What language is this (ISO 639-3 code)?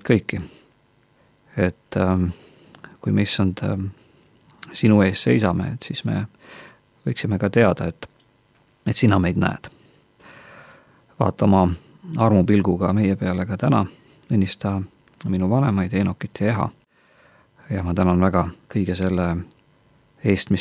est